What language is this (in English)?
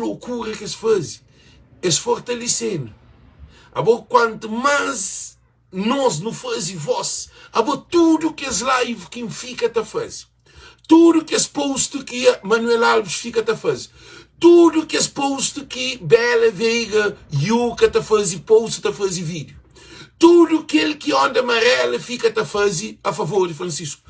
Kabuverdianu